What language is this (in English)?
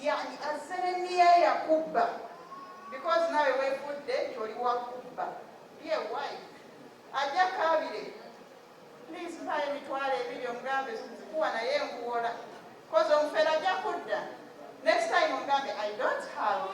Ganda